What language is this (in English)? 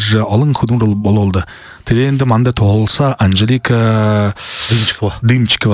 Buriat